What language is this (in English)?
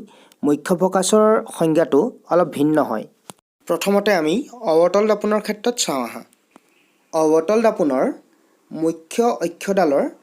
Assamese